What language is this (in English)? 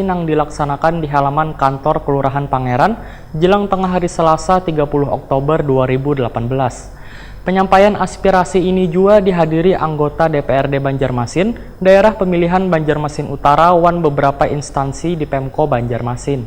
Banjar